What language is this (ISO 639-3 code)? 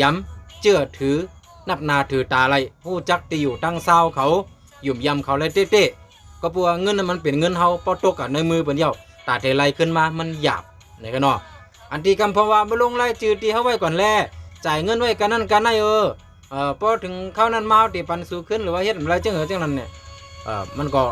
shn